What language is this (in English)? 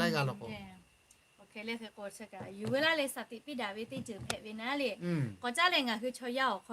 Lahu